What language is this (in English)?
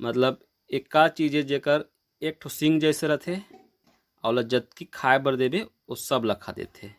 Chhattisgarhi